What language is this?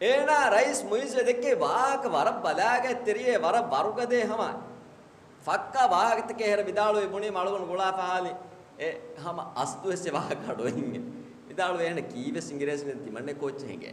Divehi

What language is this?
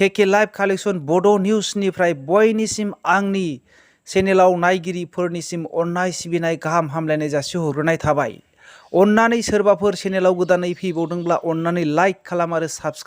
Bodo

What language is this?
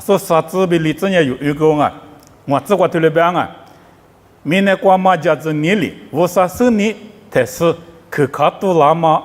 Lisu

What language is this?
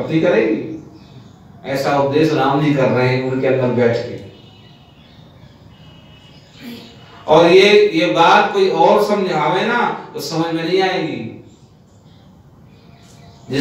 Hindi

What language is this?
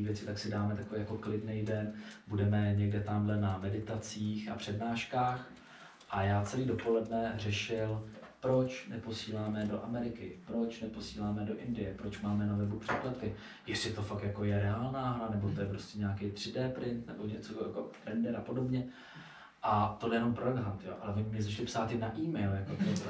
Czech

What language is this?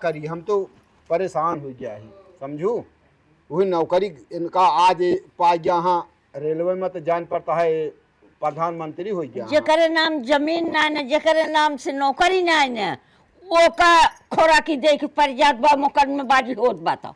Awadhi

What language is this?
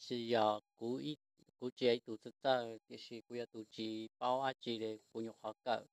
Hmong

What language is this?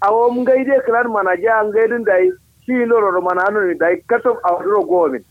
Kanuri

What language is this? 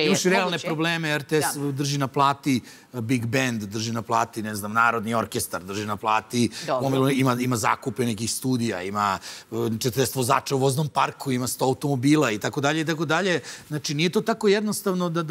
Serbian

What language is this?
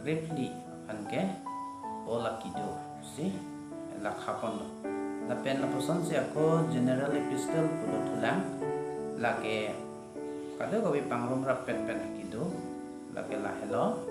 Karbi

